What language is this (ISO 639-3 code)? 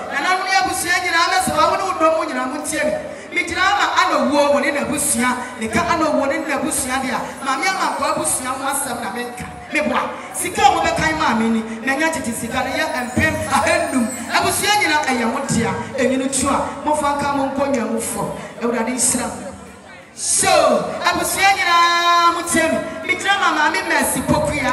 aka